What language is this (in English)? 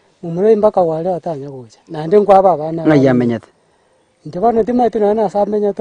Gusii